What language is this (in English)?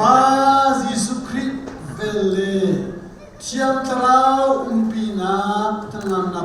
Hakha Chin